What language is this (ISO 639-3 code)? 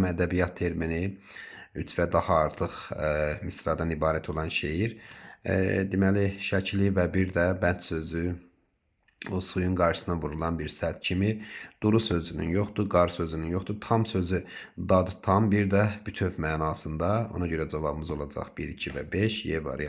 aze